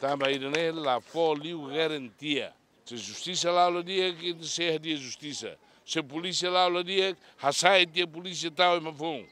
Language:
Tetum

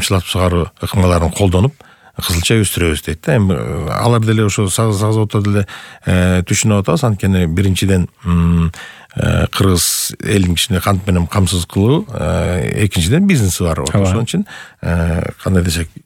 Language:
Kyrgyz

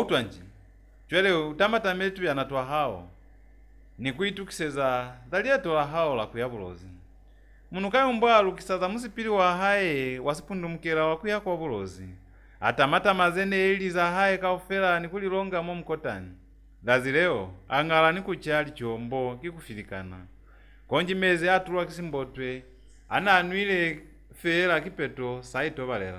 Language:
Lozi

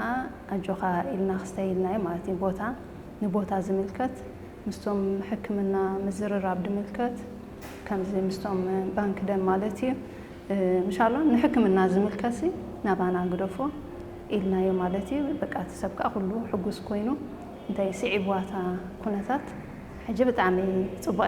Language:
Tigrinya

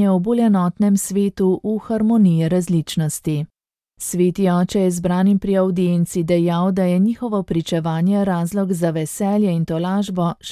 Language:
Slovenian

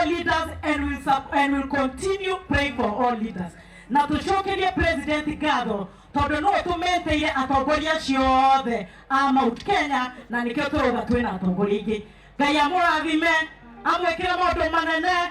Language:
Kikuyu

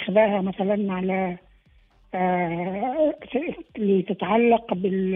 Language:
Tunisian Arabic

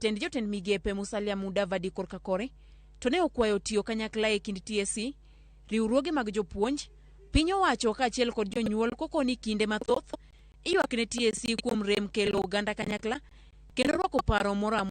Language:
Luo (Kenya and Tanzania)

